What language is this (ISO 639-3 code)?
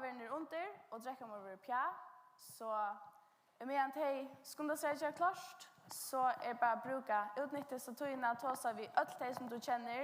fao